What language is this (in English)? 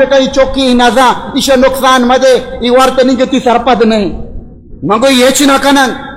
Baluchi